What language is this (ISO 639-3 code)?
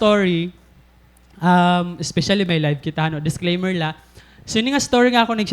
war